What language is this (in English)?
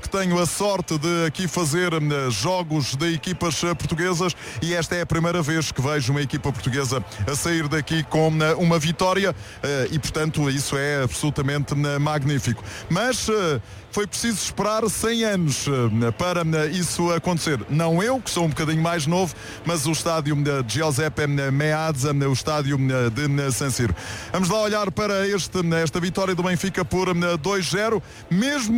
Portuguese